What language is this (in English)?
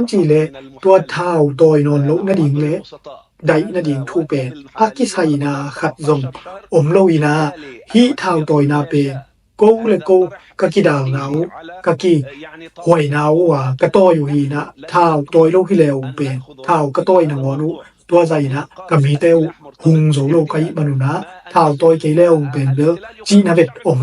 Tedim Chin